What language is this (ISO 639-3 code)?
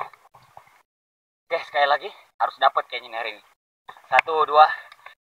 ind